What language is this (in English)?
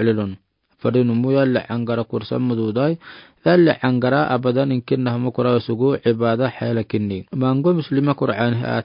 Afar